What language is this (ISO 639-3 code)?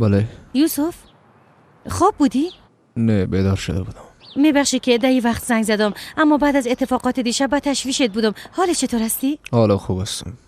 fas